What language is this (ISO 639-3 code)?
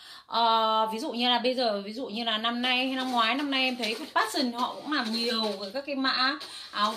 vie